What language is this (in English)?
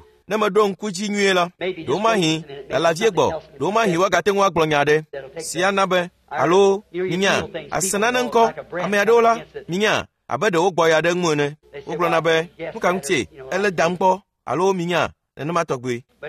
Ewe